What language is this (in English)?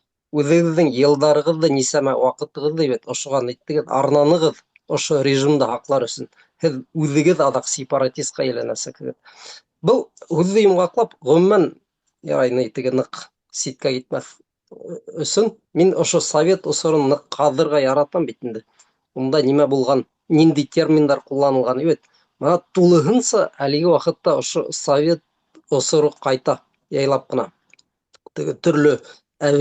Bashkir